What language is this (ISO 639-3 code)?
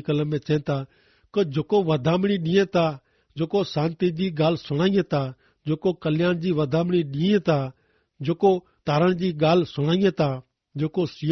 kfr